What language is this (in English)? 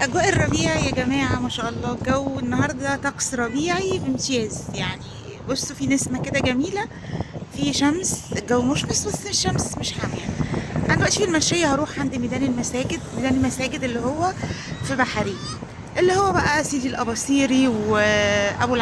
Egyptian Arabic